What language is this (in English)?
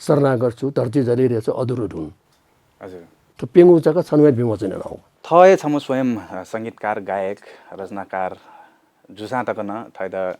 Newari